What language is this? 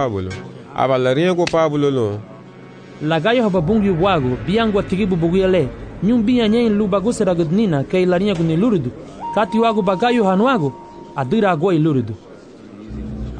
Garifuna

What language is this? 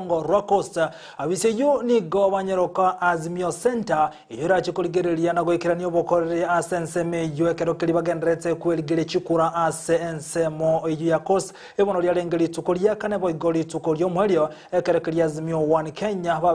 Gusii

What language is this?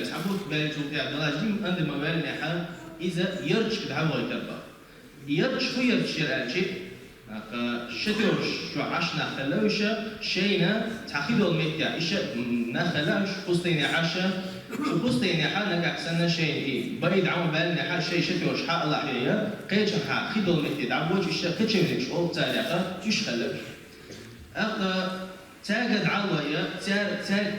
Chechen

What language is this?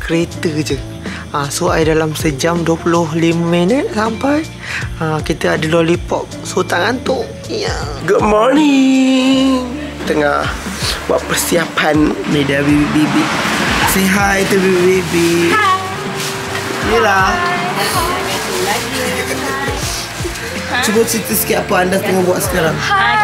Malay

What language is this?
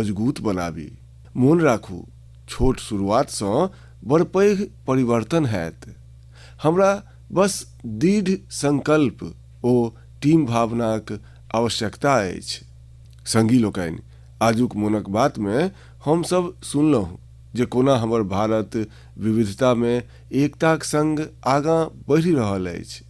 Maithili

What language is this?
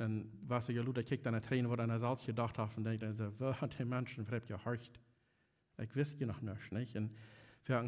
Plautdietsch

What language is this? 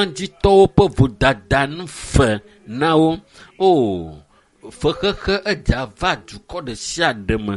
Ewe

